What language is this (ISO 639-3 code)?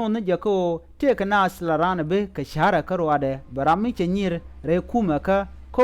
nus